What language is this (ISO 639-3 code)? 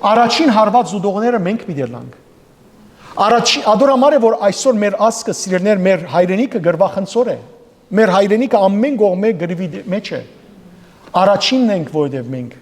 hyw